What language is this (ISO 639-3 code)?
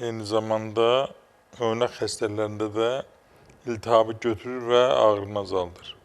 aze